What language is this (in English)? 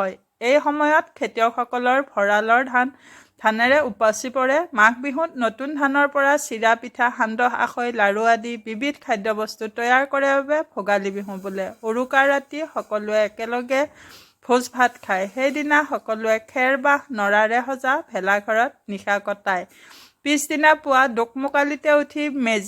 Assamese